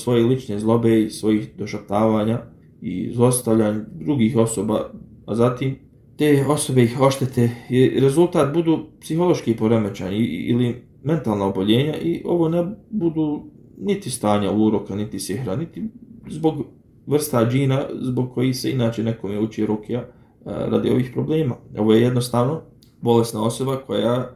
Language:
Bosnian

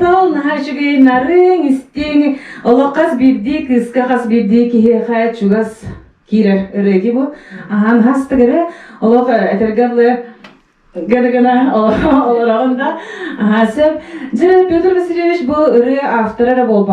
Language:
Yakut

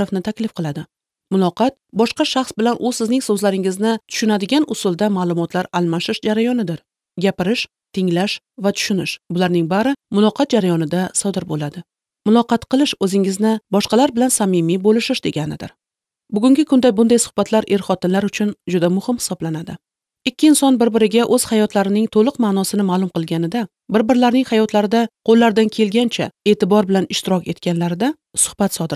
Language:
Uzbek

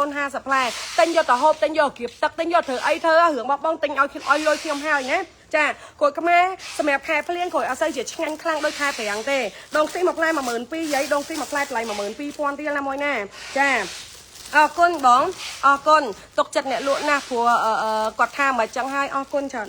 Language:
Khmer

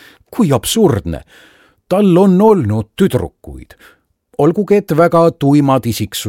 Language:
Estonian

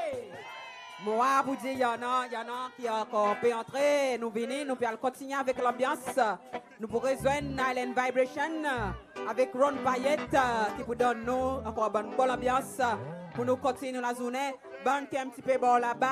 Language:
Seselwa Creole French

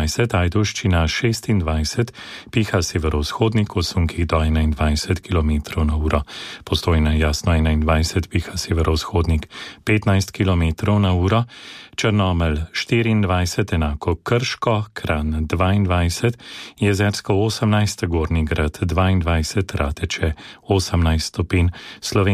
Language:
Slovenian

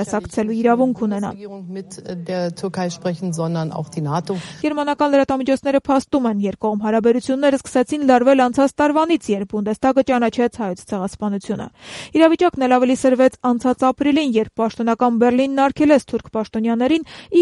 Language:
Armenian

